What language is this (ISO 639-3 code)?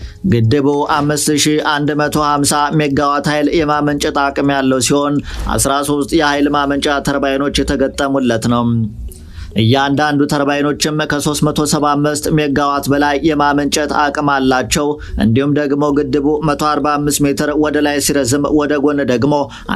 amh